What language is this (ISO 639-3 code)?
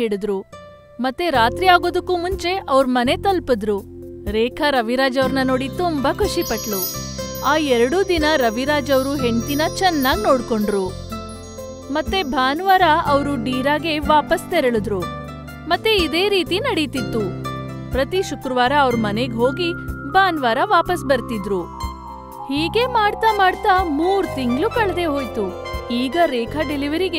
kan